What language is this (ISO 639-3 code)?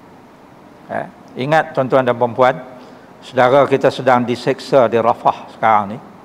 msa